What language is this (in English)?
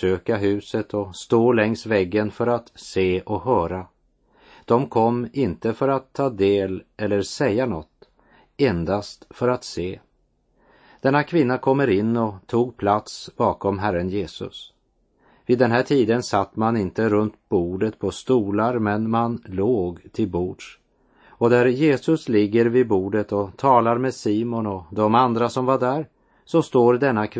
Swedish